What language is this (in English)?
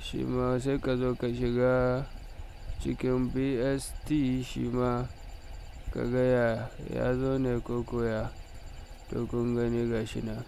Hausa